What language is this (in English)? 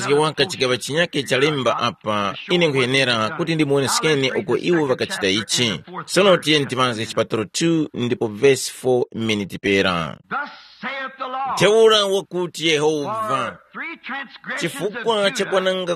Tumbuka